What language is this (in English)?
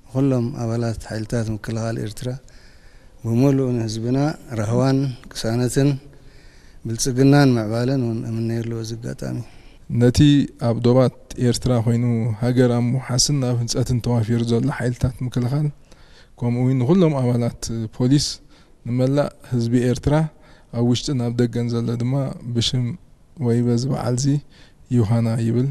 Tigrinya